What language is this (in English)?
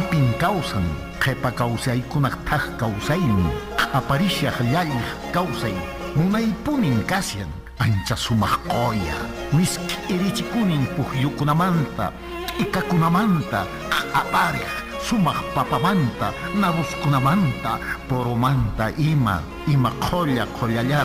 Quechua